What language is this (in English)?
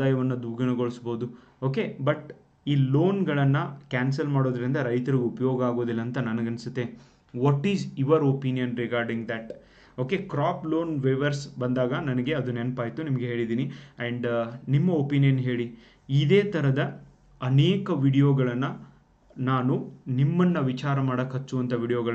Kannada